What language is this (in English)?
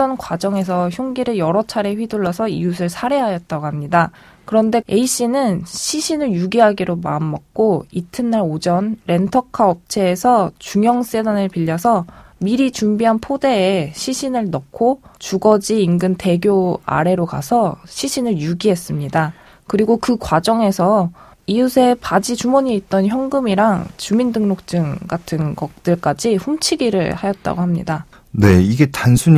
Korean